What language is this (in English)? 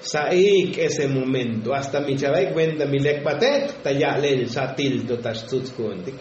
Tzotzil